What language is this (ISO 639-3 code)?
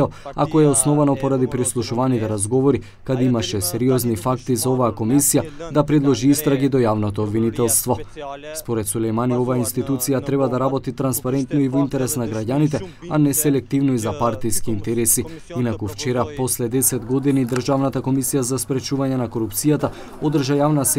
mkd